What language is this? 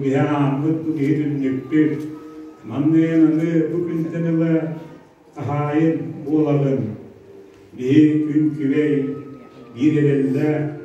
Yakut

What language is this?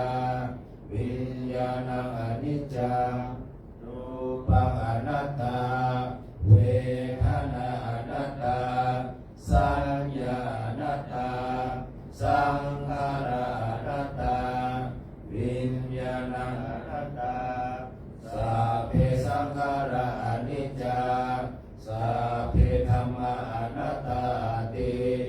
Pali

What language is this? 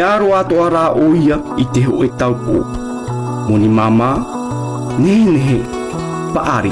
Tahitian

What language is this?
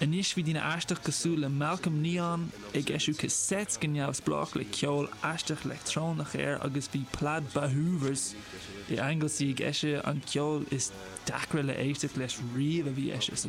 Irish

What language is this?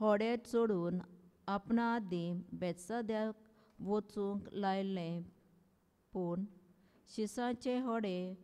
Konkani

